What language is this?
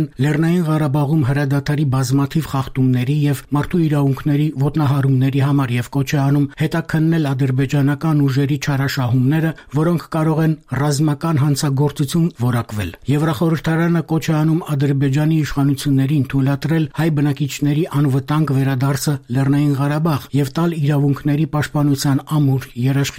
Armenian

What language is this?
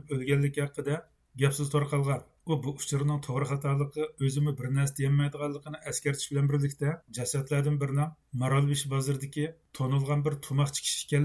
Uyghur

